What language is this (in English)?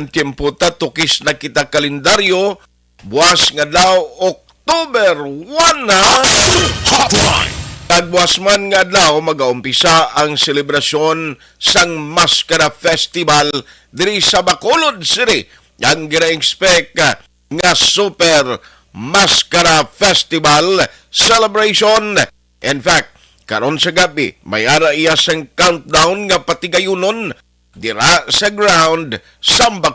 Hiligaynon